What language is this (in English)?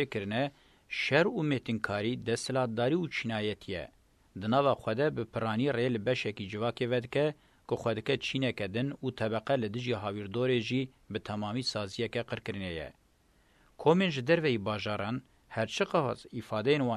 Kurdish